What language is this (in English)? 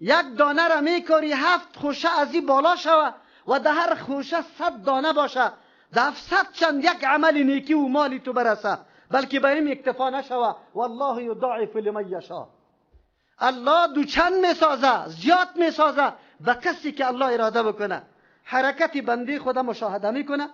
Persian